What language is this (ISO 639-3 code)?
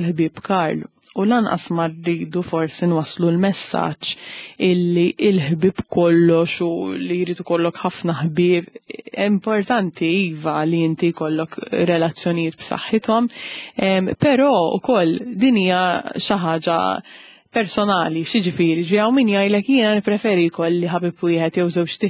mlt